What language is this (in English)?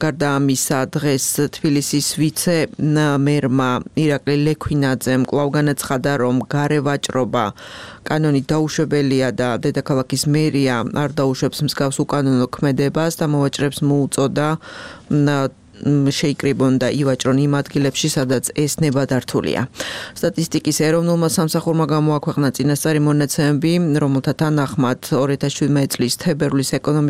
Georgian